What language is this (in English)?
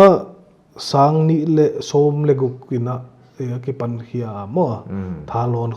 Paite Chin